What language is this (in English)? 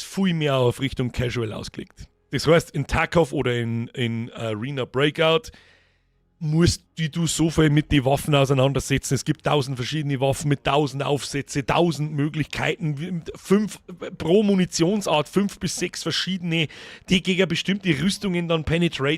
Bavarian